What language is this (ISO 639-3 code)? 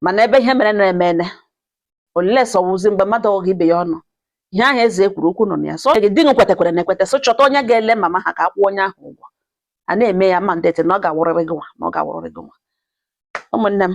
ibo